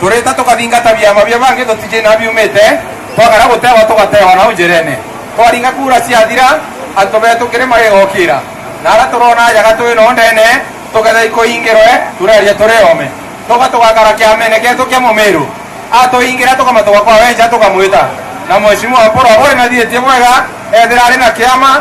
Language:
Meru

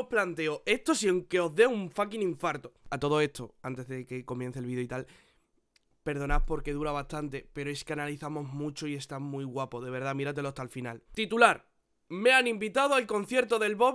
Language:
Spanish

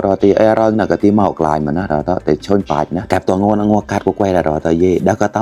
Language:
Mon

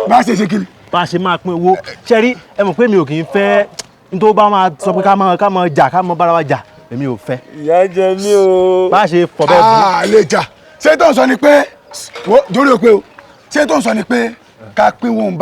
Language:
Yoruba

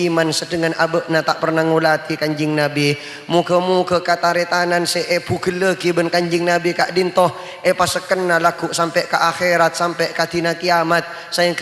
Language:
Madurese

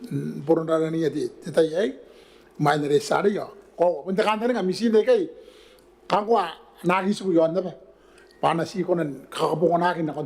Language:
Gilbertese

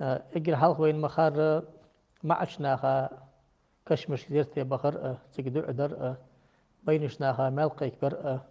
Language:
Ingush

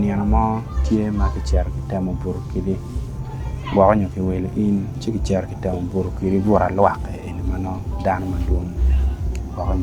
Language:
Acoli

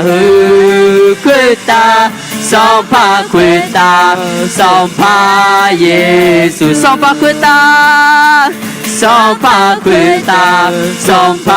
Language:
Akha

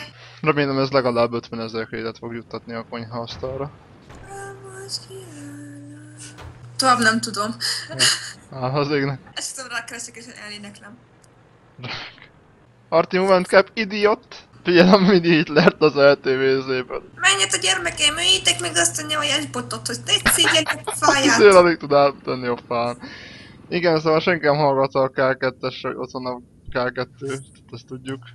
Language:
Hungarian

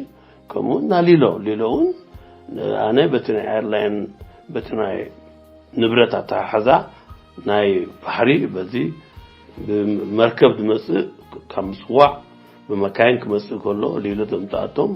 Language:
Tigrinya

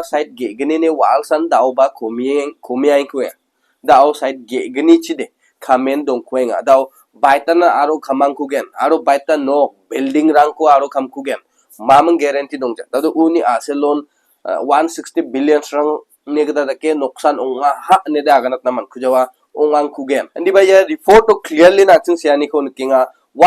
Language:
Garo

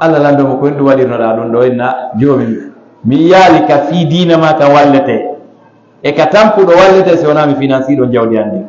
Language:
Fula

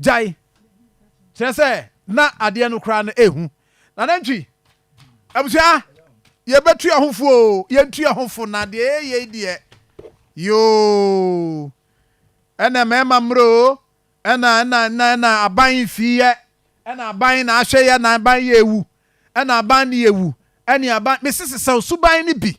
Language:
Akan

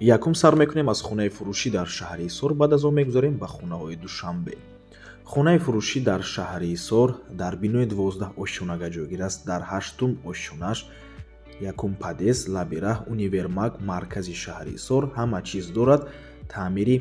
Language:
Tajik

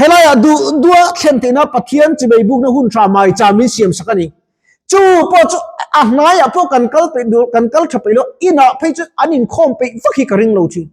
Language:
Mizo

